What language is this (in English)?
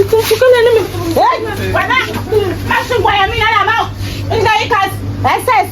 Tsonga